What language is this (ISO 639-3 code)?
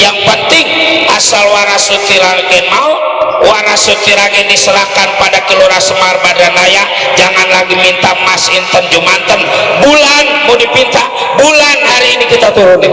bew